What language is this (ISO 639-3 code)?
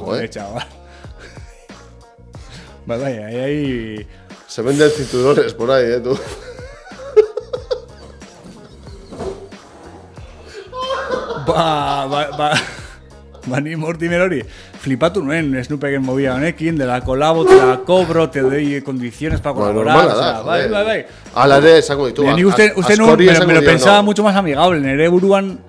eus